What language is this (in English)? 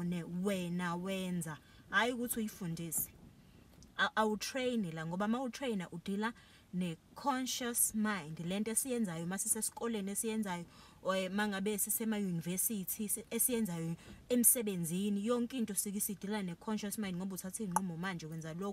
Zulu